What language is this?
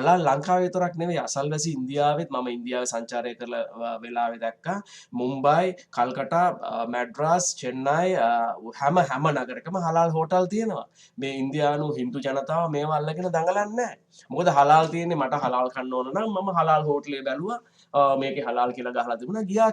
Sinhala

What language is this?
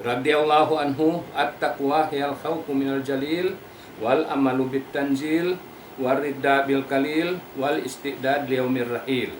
Tausug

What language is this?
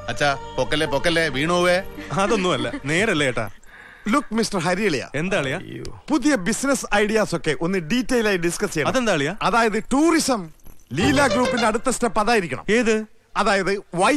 Malayalam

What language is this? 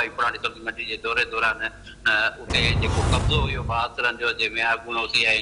Sindhi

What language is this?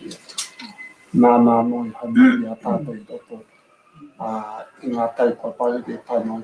Māori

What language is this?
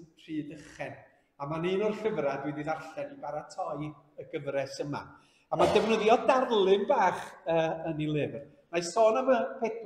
Welsh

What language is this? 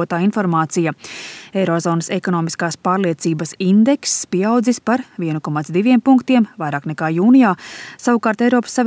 Latvian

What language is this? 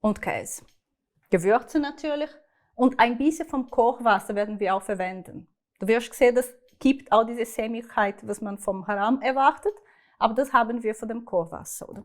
Swiss German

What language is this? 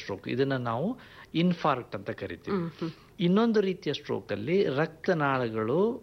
Kannada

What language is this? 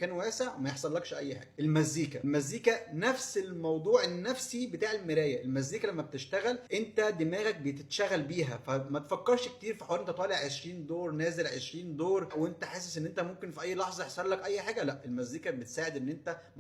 Egyptian Arabic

